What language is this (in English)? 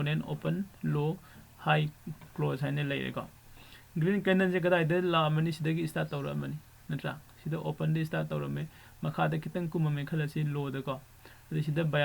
Manipuri